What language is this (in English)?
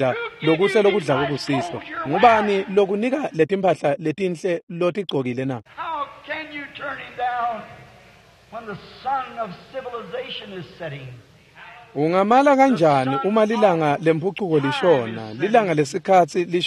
Swati